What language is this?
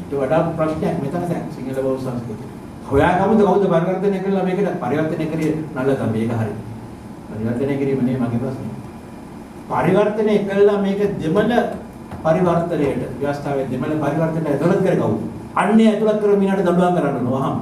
Sinhala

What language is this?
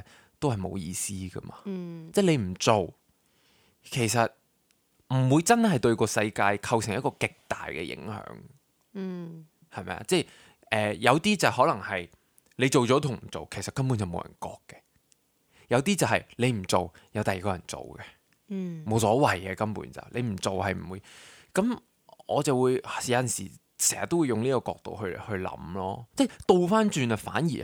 Cantonese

